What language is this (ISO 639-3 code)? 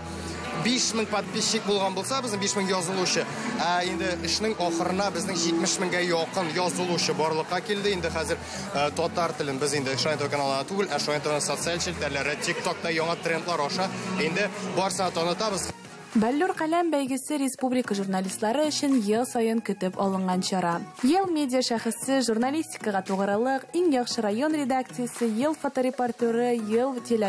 tat